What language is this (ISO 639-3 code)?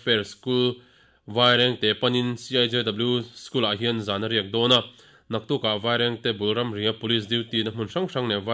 lus